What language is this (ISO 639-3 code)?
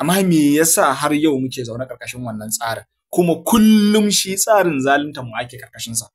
hau